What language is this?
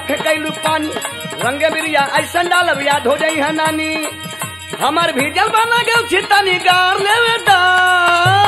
Bhojpuri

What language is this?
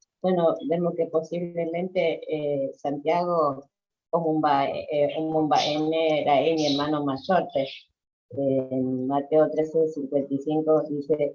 Guarani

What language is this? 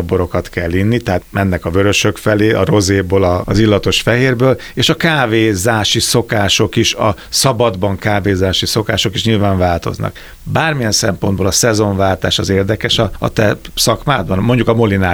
Hungarian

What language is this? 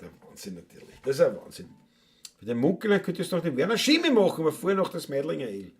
Bavarian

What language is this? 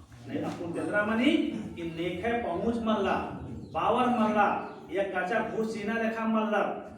Kurukh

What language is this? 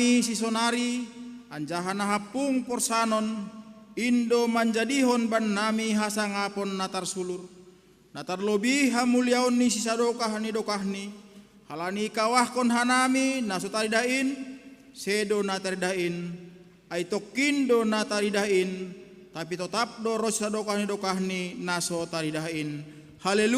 Batak Simalungun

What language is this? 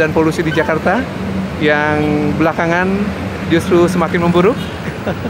Indonesian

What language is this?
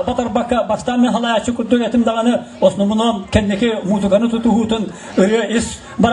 Yakut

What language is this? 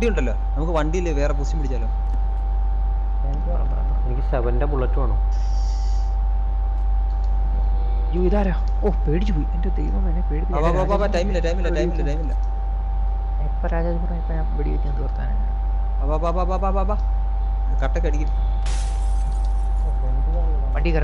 Malayalam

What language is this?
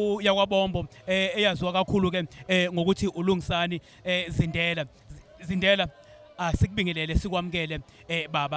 Zulu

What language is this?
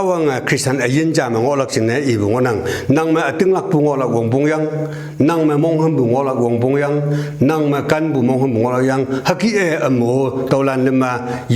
Konyak Naga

